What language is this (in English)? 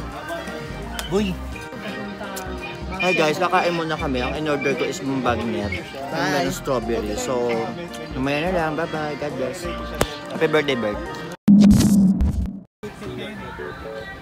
Filipino